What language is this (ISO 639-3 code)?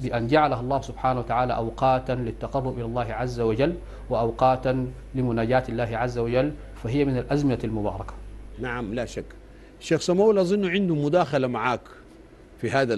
apd